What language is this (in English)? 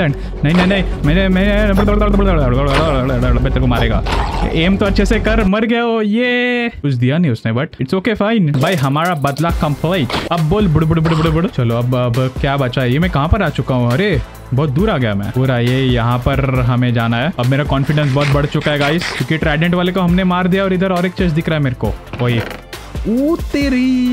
Hindi